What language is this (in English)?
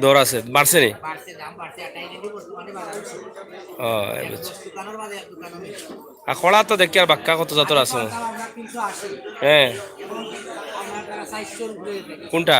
Sylheti